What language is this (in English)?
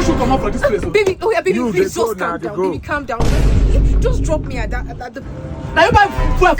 Nigerian Pidgin